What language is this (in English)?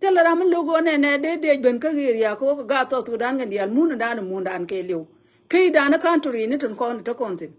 Nuer